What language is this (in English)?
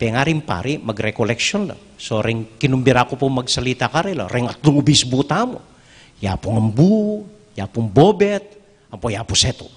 Pampanga